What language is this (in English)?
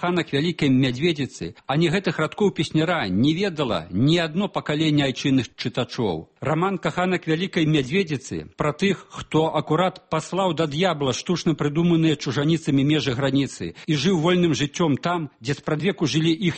Belarusian